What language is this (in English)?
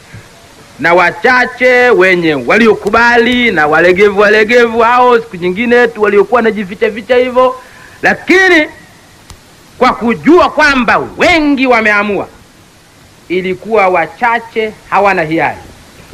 Swahili